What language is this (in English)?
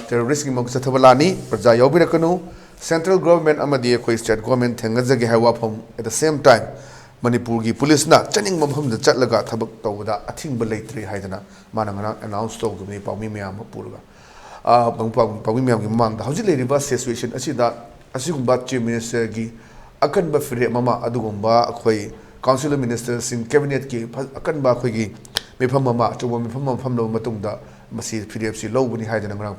Manipuri